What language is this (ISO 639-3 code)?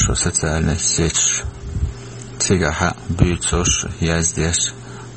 che